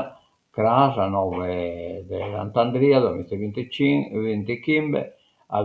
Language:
Sardinian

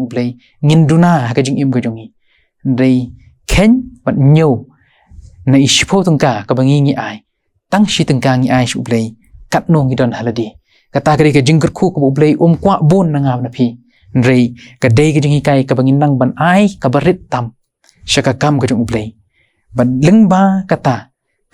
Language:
Khasi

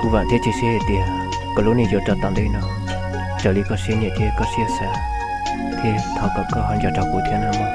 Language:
Hmong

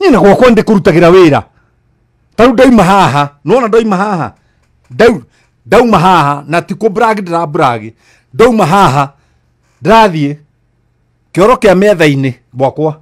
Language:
Kikuyu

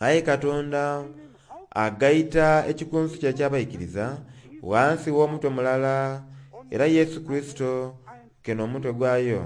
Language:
Soga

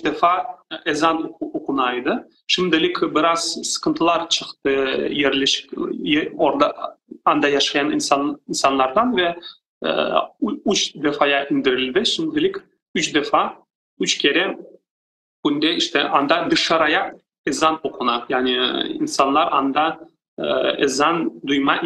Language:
Crimean Tatar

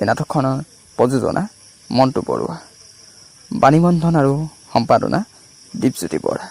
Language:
Assamese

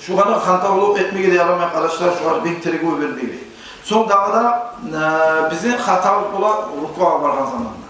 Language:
Kumyk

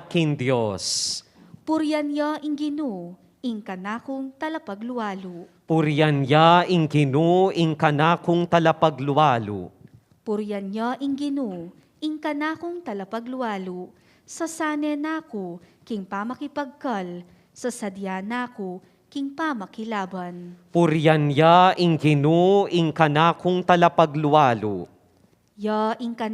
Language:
Pampanga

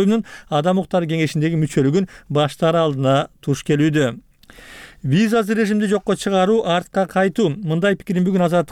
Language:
Kyrgyz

